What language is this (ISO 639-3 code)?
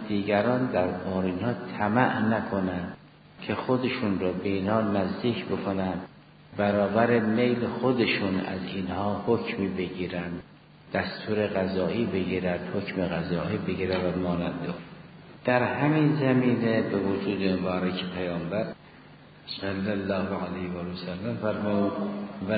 fas